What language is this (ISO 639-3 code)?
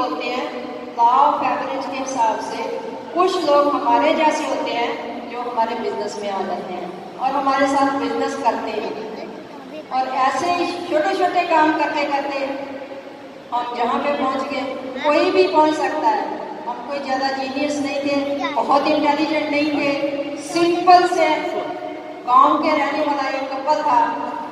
hin